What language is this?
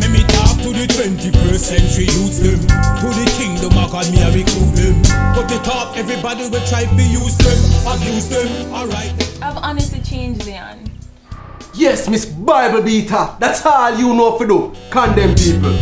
Jamaican Creole English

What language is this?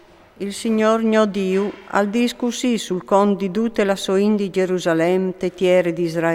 Friulian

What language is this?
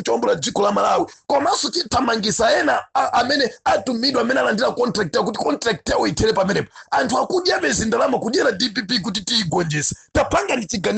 Nyanja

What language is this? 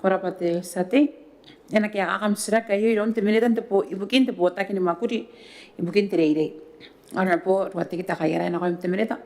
Gilbertese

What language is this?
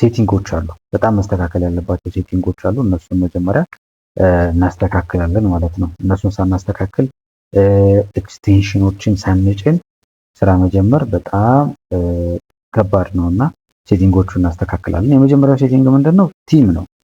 Amharic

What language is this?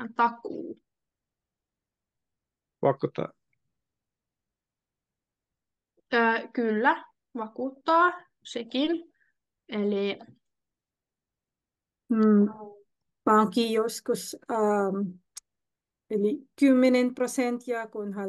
Finnish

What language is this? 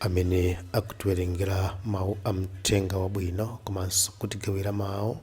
Nyanja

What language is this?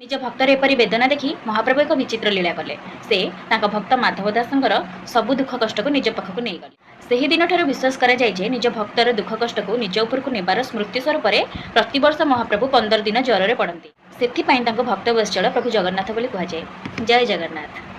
Odia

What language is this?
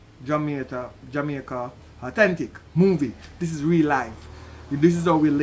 Jamaican Creole English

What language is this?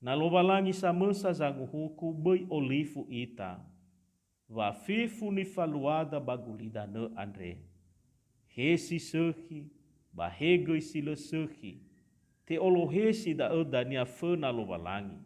Nias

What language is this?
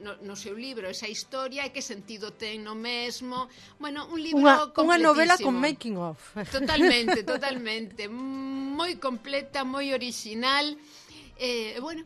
Galician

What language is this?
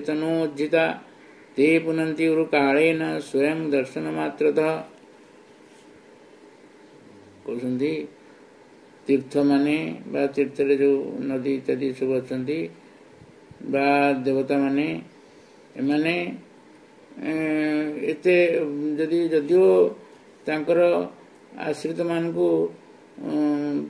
Odia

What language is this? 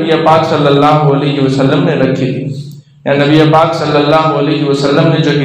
Urdu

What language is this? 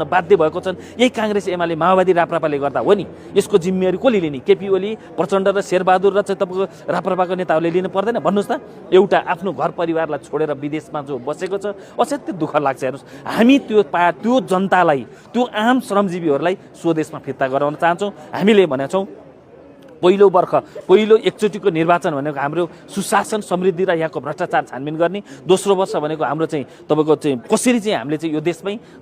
Nepali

